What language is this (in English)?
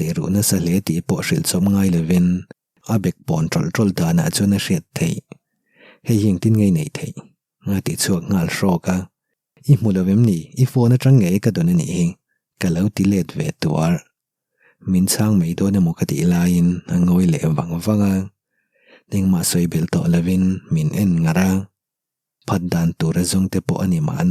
Mizo